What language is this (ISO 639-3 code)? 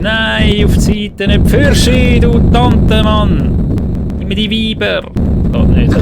gsw